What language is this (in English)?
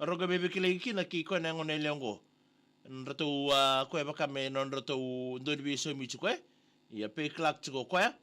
Fijian